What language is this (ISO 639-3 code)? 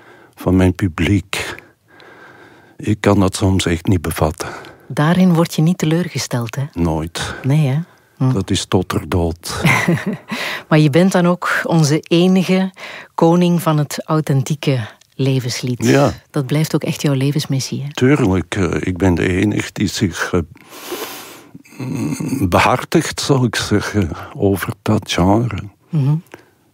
nld